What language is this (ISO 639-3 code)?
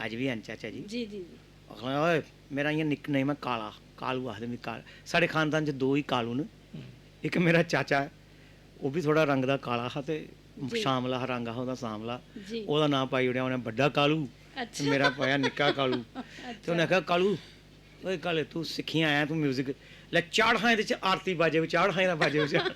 doi